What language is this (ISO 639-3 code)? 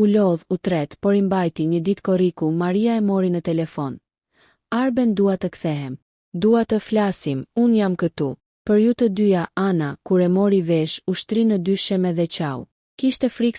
sqi